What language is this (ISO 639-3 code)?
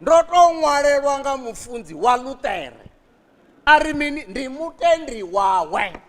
ven